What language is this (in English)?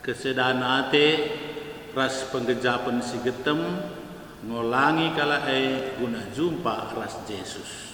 Batak Karo